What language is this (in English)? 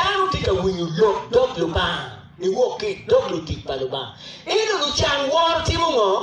Acoli